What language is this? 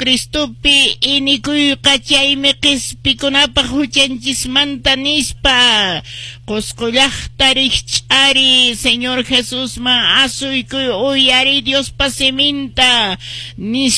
Quechua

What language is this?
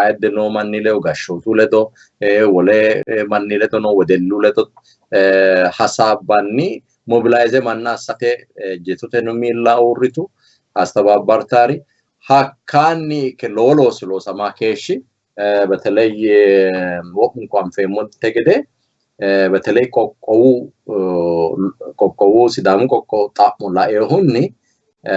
Sidamo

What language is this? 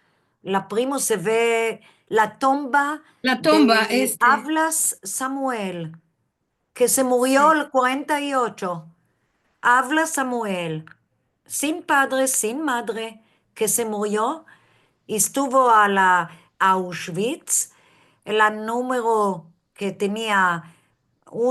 Ladino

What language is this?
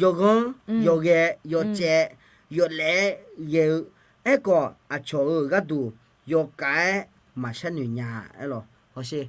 Akha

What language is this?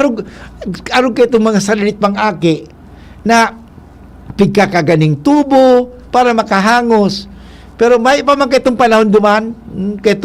Bikol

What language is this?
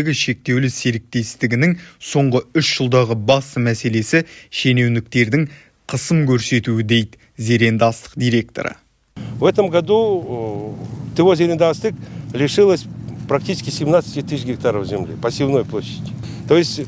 Kazakh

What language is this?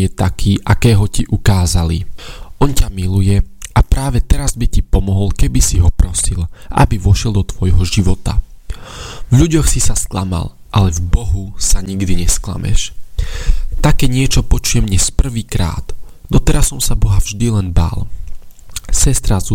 Slovak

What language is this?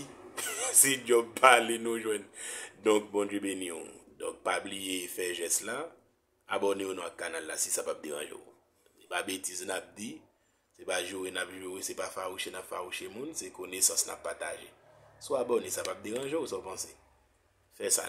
Haitian Creole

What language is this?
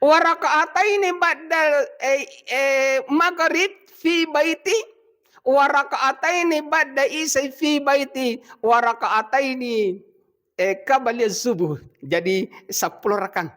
Buginese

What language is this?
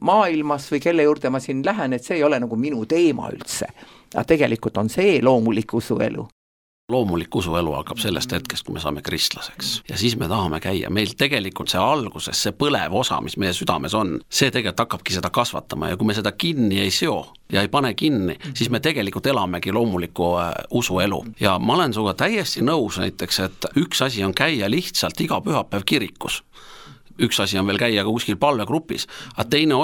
Estonian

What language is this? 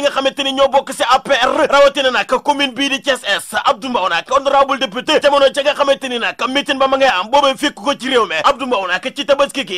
Wolof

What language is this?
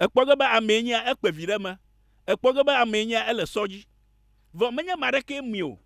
Ewe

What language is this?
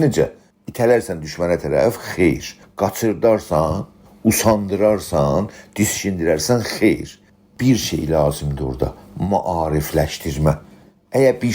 South Azerbaijani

